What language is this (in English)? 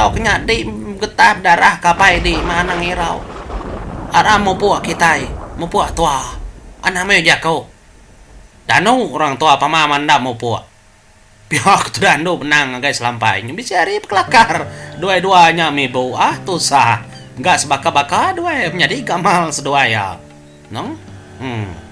Iban